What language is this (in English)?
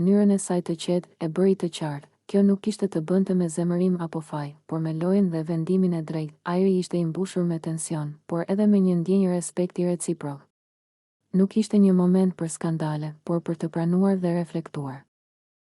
Albanian